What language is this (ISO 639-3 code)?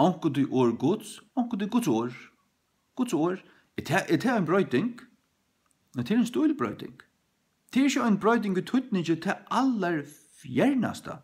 fao